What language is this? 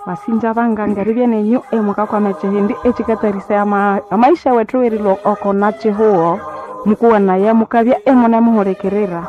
Nande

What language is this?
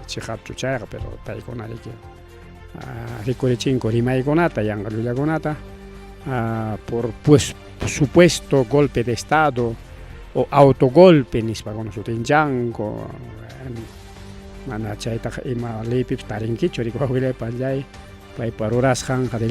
Ayacucho Quechua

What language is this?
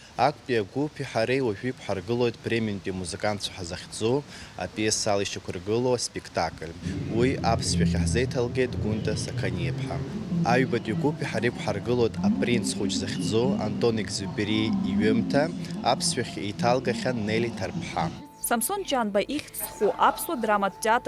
Abkhazian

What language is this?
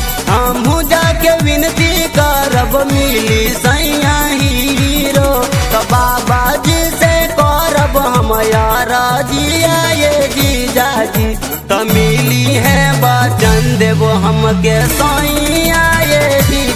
Bhojpuri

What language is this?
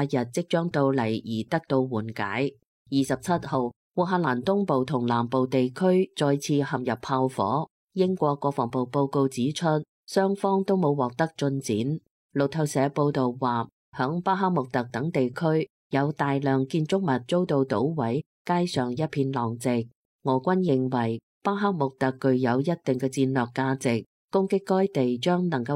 Cantonese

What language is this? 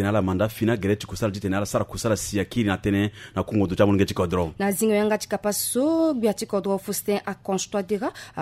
Sango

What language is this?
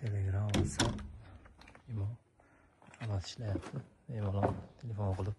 Uzbek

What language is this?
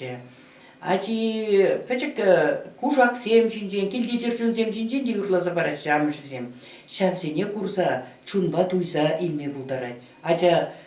Chuvash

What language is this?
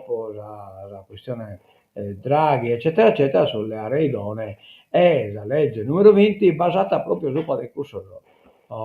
Sardinian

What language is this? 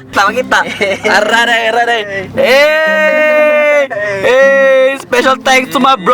Cebuano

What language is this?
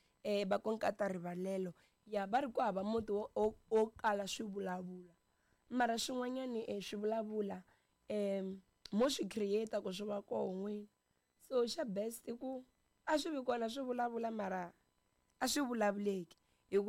Tsonga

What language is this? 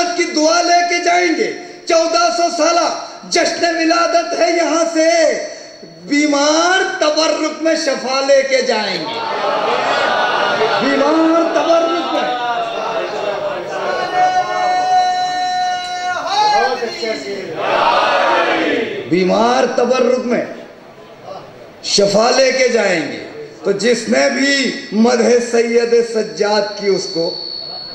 Urdu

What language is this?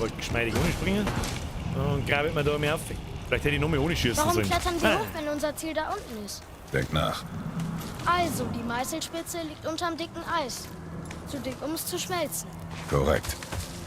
Bavarian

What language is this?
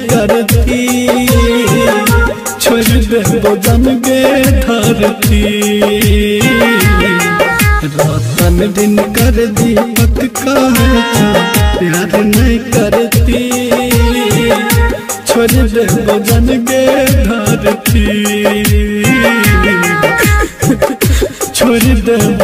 Bhojpuri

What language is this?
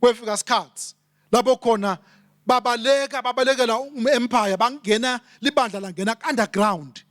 Swati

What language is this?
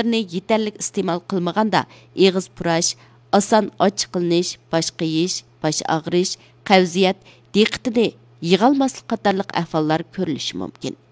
Uyghur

